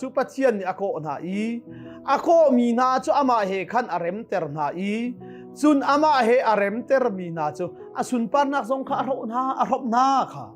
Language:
Hakha Chin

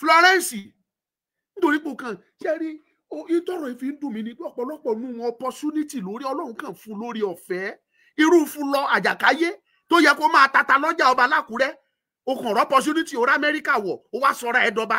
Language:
Yoruba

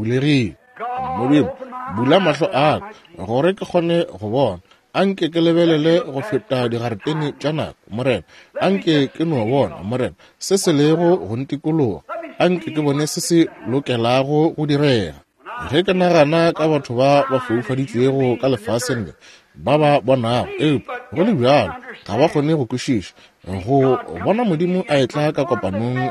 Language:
Northern Sotho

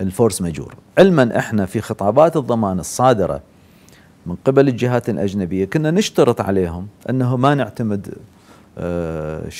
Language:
Mesopotamian Arabic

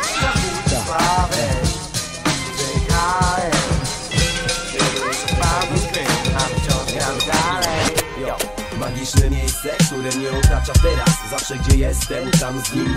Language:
Polish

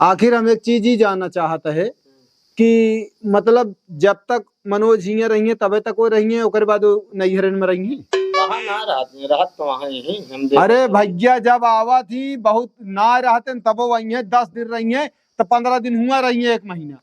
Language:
Awadhi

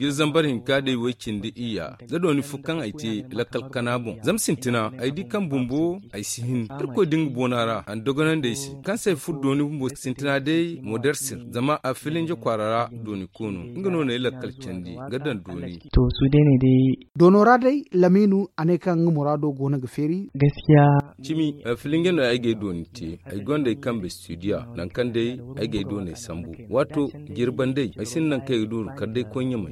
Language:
Zarma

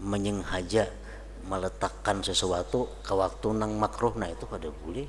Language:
Banjar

